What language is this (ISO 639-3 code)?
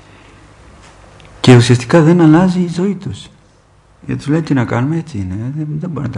ell